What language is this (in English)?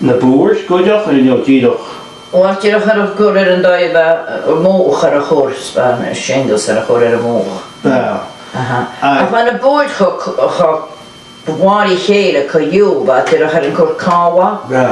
Scottish Gaelic